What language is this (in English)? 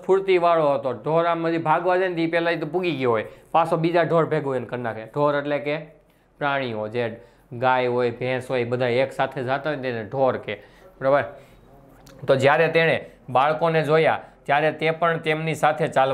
Gujarati